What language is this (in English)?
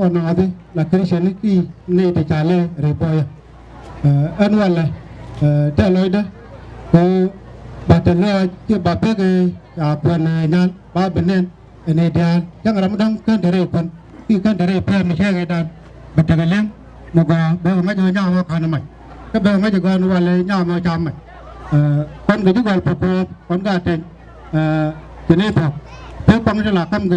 Nuer